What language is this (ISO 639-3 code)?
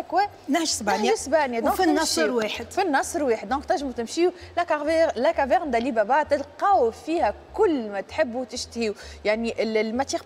aeb